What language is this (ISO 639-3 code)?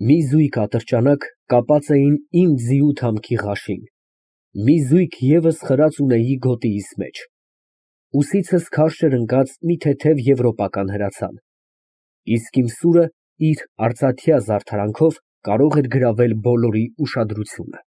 hye